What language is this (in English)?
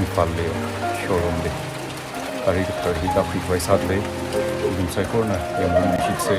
Tangkhul Naga (India)